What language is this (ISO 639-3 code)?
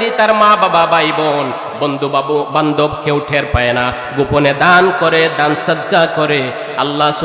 syl